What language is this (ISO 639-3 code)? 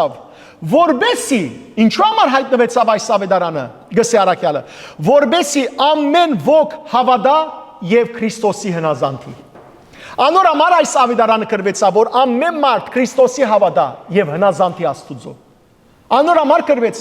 hyw